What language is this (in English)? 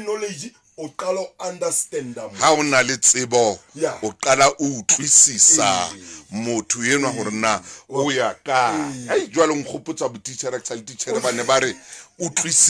Southern Sotho